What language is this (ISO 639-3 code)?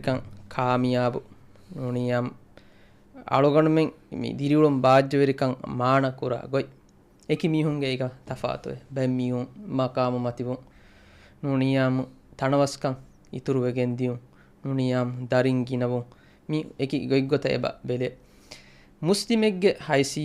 div